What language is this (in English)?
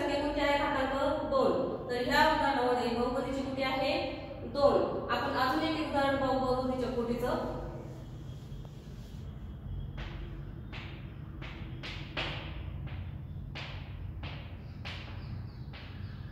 Marathi